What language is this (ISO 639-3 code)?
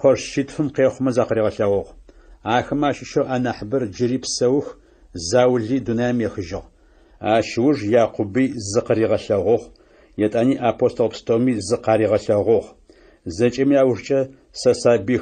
ady